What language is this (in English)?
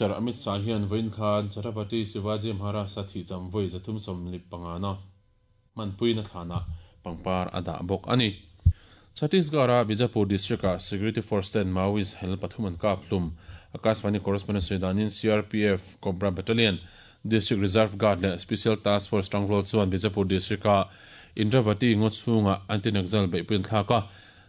Mizo